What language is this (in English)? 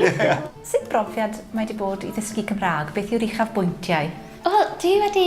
Welsh